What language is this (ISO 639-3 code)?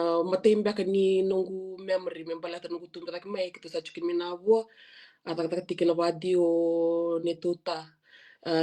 fij